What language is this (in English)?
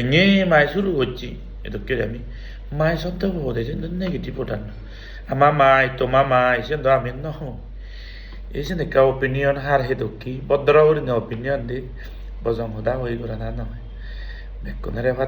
Chakma